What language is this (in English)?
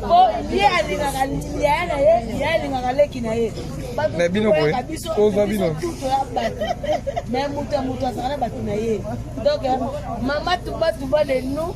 Lingala